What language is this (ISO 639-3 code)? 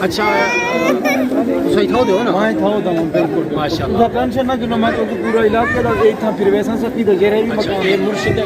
skr